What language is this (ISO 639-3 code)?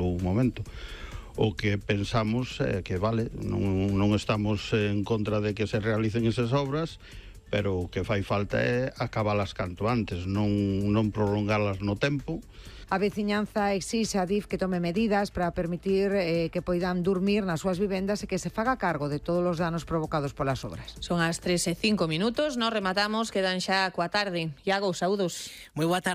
glg